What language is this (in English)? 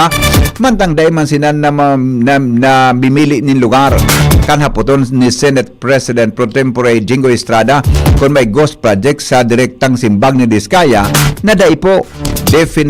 Bikol